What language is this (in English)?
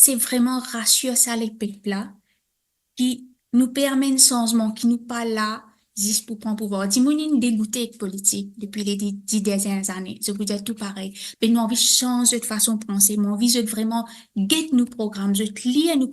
Morisyen